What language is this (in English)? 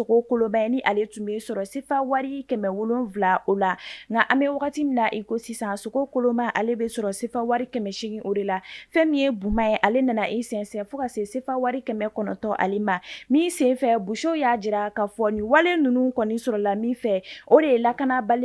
Bambara